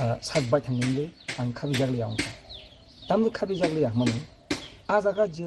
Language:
Kok Borok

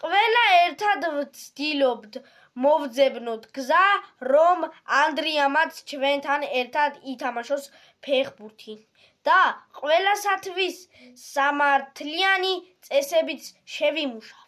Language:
Georgian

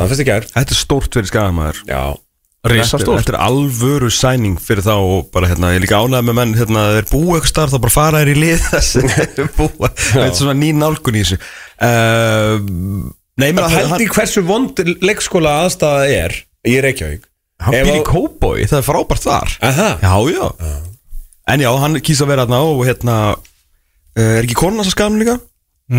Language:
Icelandic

